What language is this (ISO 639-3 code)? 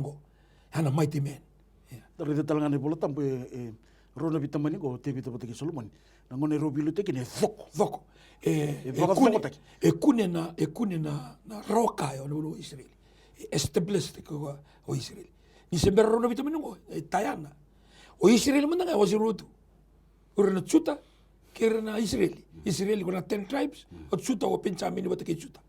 fij